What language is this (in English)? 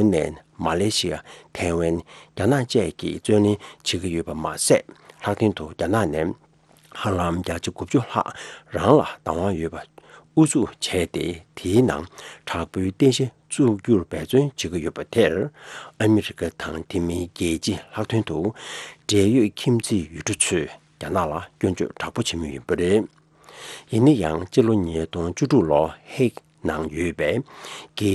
Tibetan